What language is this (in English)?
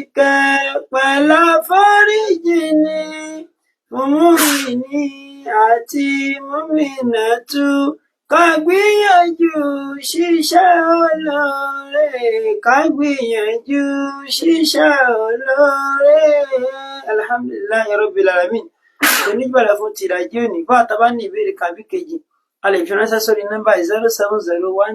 Yoruba